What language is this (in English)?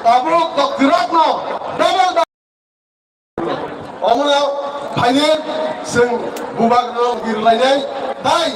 Kok Borok